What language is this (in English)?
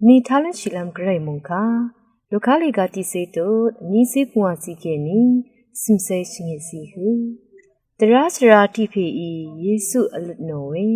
Rawang